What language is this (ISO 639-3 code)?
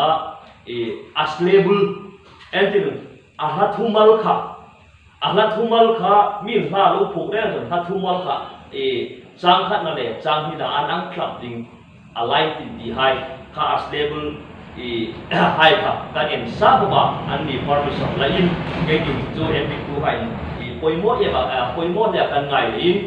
hmr